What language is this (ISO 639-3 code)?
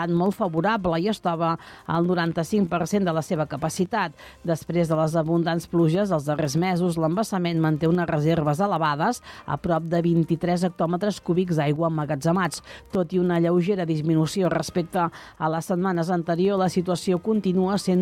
cat